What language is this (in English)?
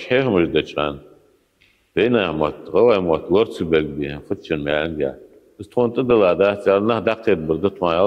Ingush